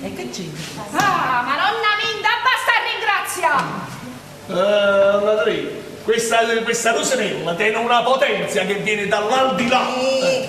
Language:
Neapolitan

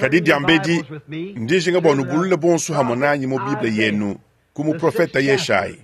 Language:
Luba-Lulua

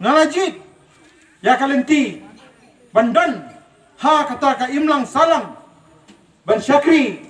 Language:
Khasi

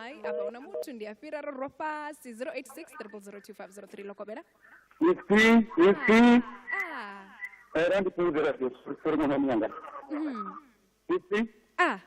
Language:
Venda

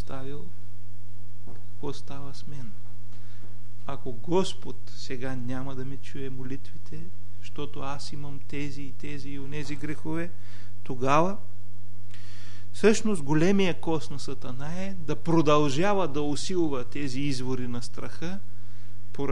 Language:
Bulgarian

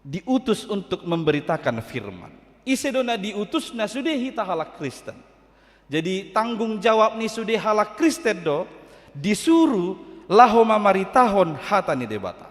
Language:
Batak Toba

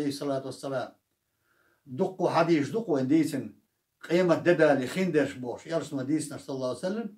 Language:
Chechen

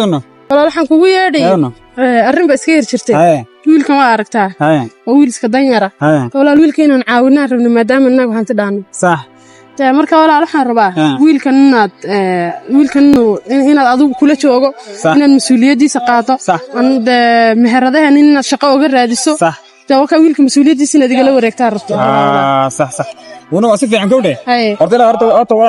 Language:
Somali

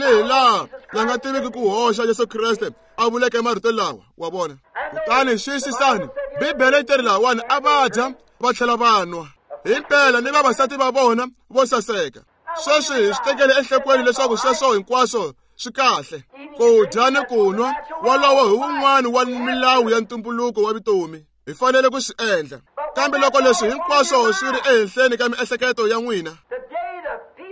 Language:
Tsonga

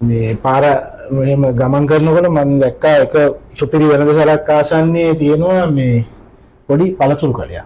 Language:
Sinhala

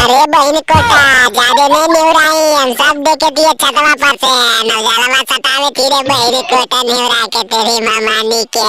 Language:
Magahi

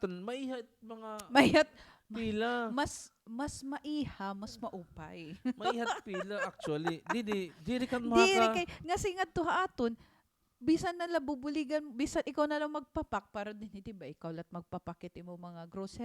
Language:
Waray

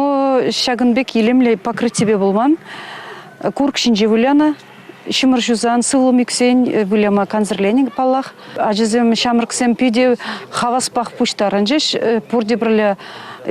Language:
Chuvash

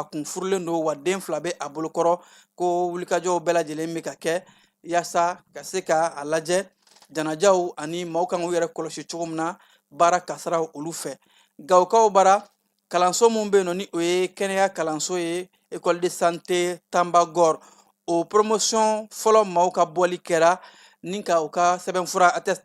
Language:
Bambara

